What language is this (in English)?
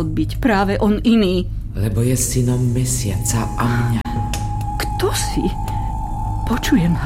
Slovak